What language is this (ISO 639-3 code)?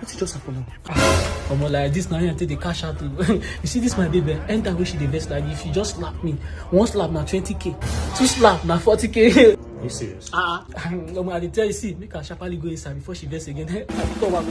pcm